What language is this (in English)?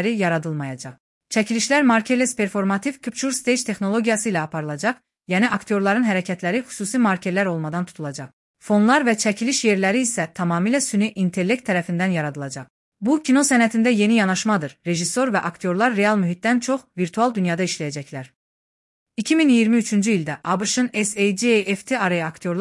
Azerbaijani